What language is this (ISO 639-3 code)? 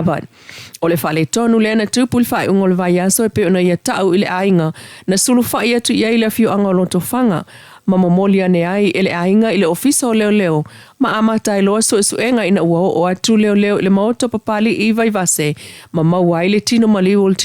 smo